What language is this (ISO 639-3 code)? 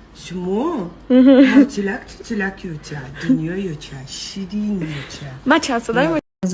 tgk